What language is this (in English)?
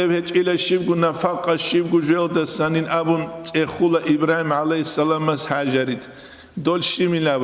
Avaric